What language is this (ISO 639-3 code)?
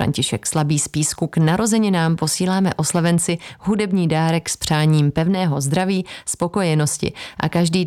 ces